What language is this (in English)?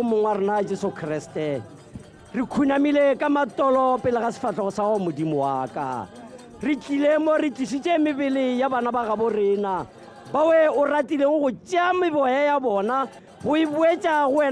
Tswana